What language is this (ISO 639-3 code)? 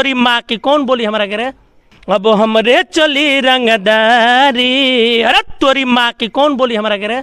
bho